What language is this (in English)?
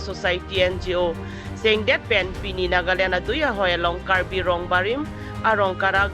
Karbi